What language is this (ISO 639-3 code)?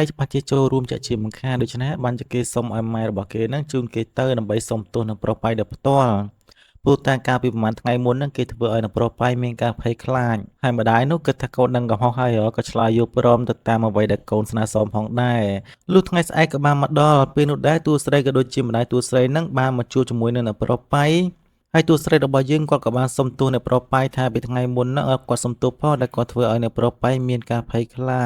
khm